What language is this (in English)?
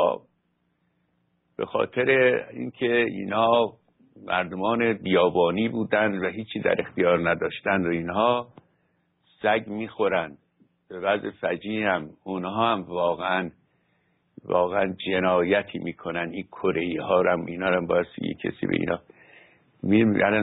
Persian